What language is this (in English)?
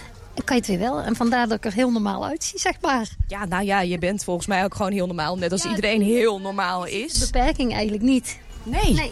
Dutch